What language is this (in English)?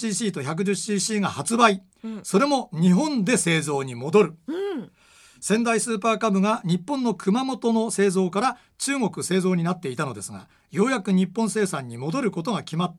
Japanese